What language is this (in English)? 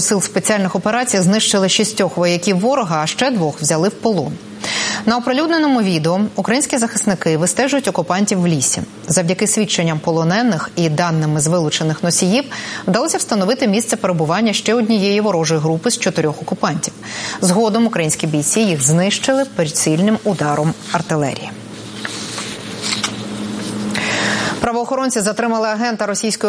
Ukrainian